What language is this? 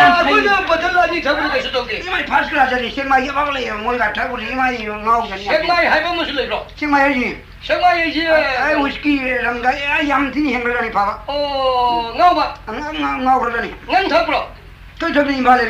Manipuri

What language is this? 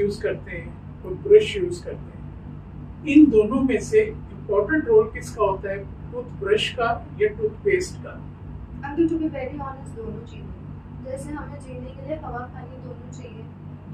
Hindi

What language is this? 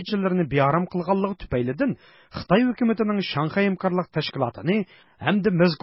Uyghur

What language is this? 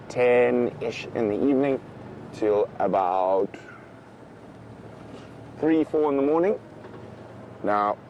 English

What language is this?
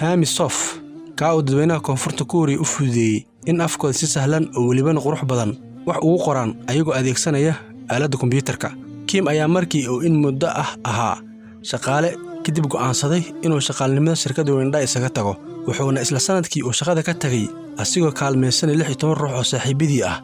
Somali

